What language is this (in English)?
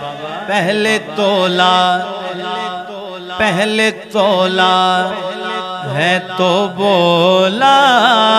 Urdu